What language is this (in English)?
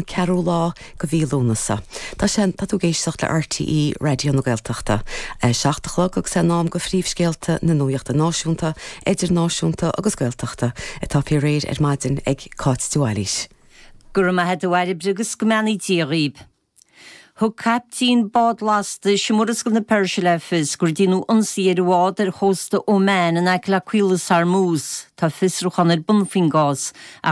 Irish